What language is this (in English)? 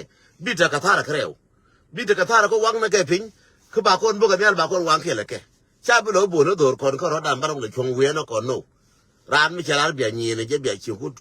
Nuer